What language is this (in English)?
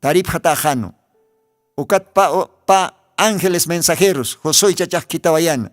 Aymara